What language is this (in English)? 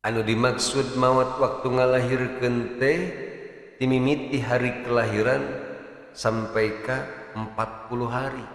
Sundanese